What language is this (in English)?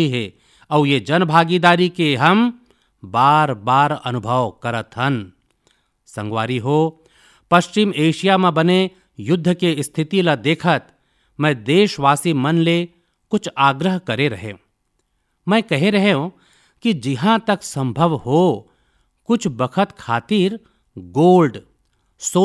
Chhattisgarhi